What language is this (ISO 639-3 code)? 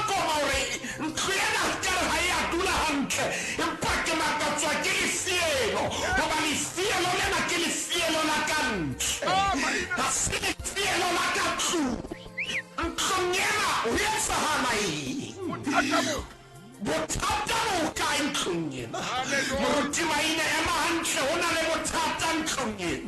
sot